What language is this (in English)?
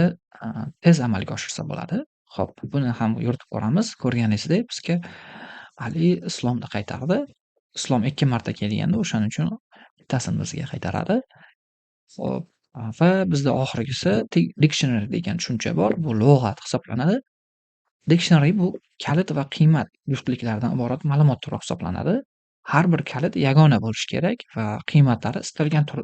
Uzbek